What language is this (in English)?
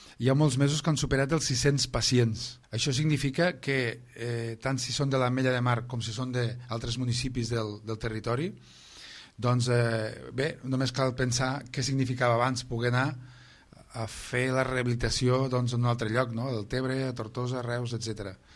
Catalan